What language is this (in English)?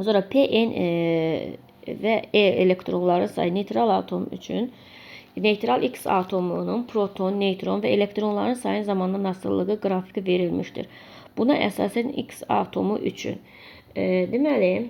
Azerbaijani